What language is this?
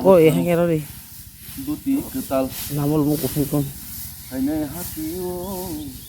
Kok Borok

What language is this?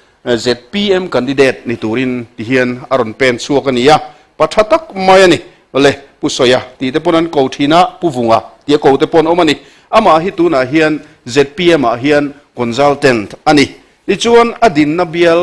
Mizo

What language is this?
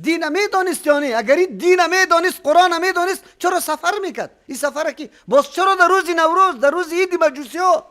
Persian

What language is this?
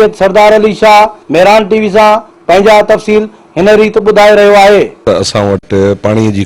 Sindhi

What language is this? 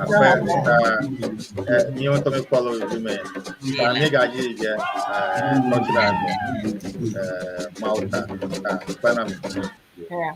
Ewe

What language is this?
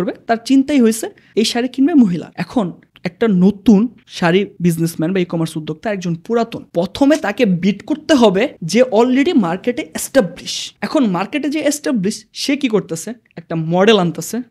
Bangla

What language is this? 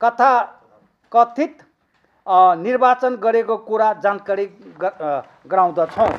Nepali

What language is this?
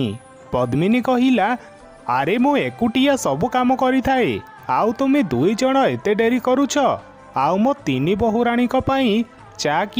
Odia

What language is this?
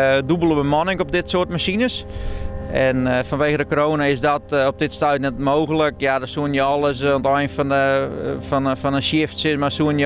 Western Frisian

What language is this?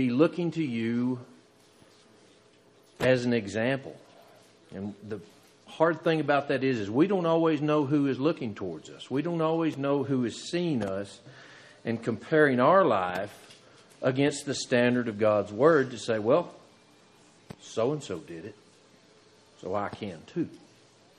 English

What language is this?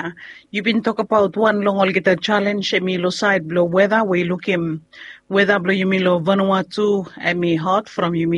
Bislama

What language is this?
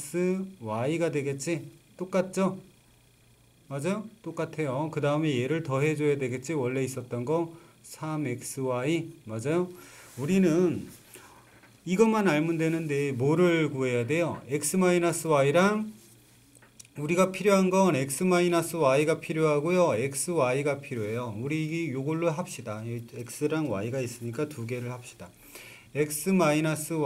Korean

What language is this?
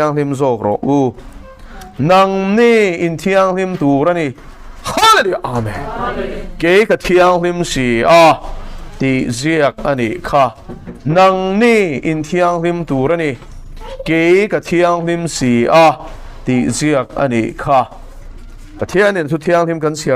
Mizo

